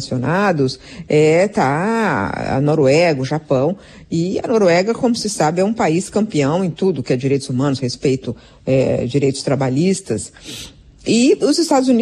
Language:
Portuguese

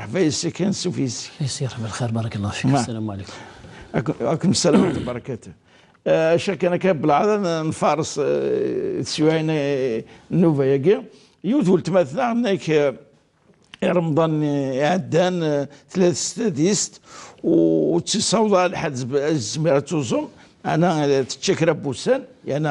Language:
Kabyle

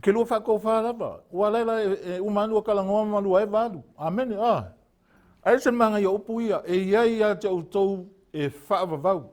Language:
Samoan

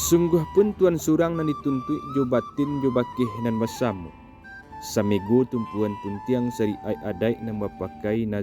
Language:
Minangkabau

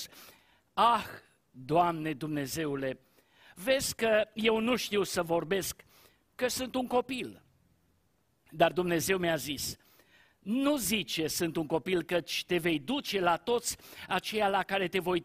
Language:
Romanian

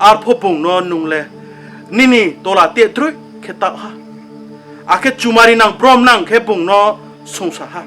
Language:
Riang (India)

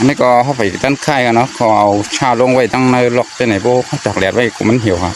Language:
Shan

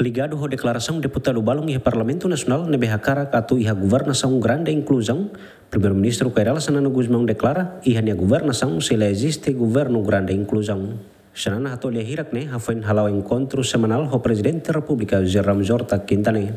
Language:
Tetum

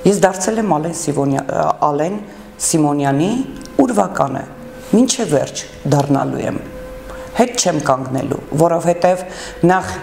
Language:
Armenian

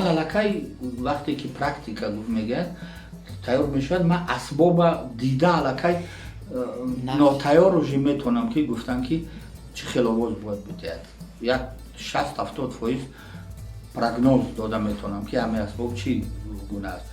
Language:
Tajik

